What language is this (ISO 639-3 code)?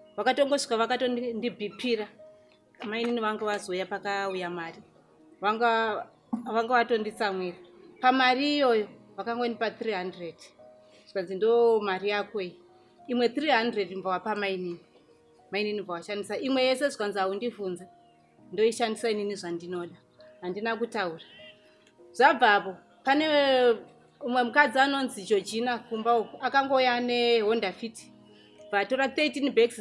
sna